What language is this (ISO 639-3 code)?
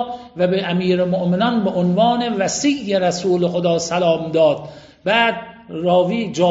fas